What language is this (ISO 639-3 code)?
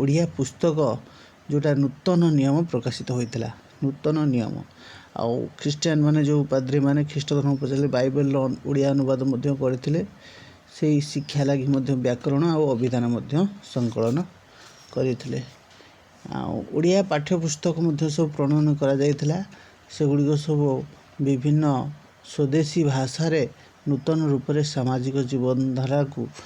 ori